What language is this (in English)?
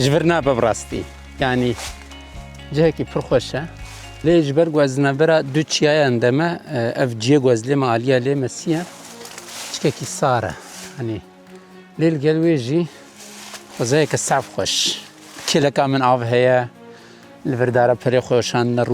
Kurdish